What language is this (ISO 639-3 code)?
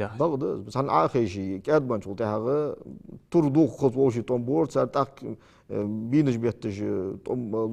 inh